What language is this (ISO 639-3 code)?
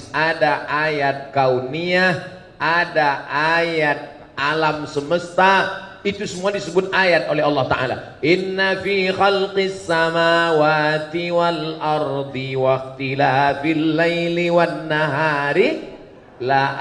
ind